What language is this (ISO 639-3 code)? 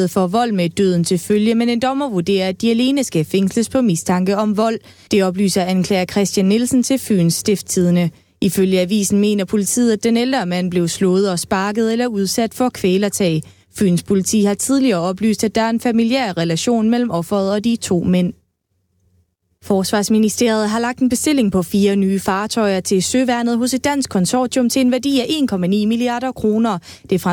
dan